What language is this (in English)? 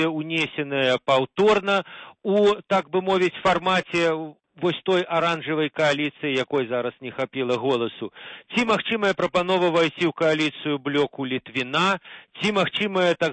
Belarusian